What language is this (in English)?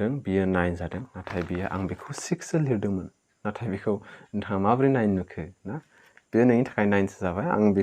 Bodo